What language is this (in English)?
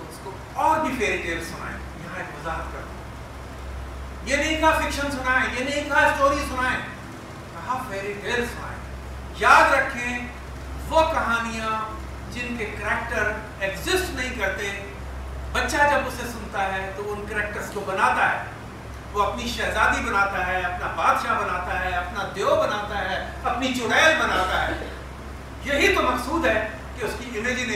Urdu